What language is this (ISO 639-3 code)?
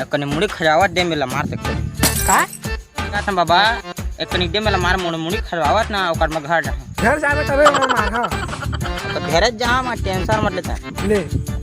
hne